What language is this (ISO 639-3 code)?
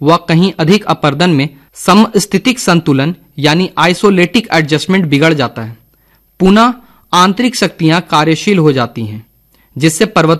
hin